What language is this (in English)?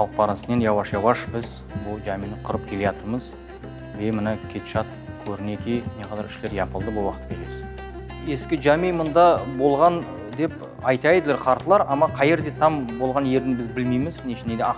Crimean Tatar